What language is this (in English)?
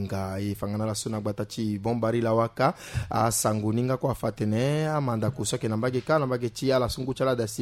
Sango